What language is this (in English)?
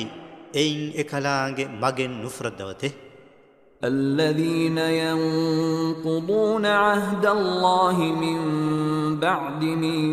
Divehi